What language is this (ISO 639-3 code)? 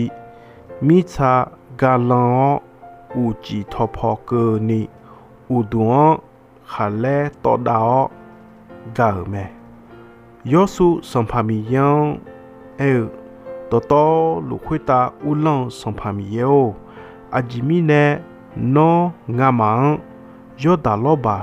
ahk